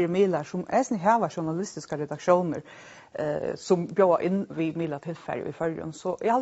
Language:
Faroese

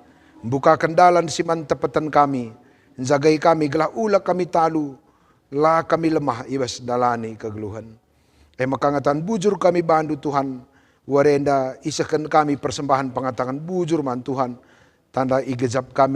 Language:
Batak Karo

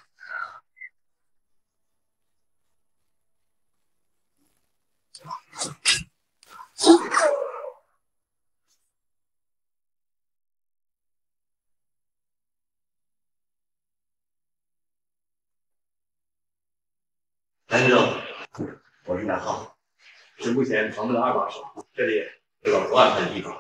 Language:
Chinese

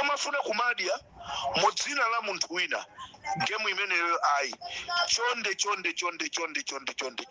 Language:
Nyanja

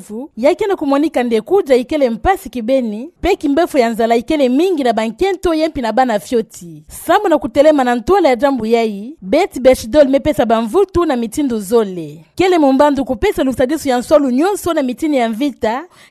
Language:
Kituba (Democratic Republic of Congo)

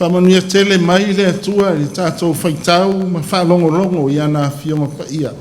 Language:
Samoan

